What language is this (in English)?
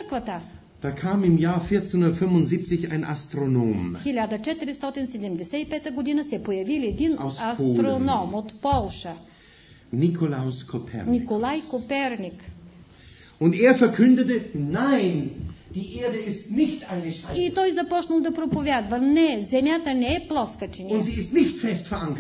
Bulgarian